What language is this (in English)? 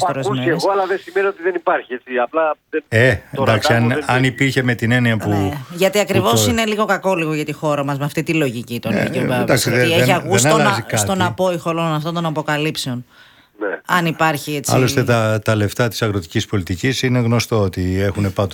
Greek